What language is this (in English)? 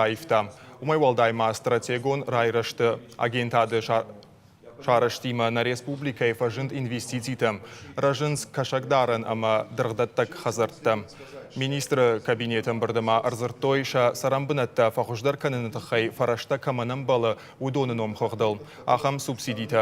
Ossetic